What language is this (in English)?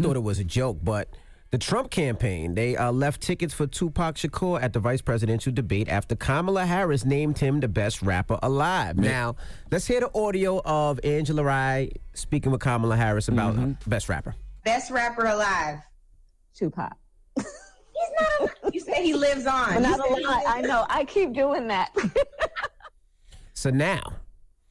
English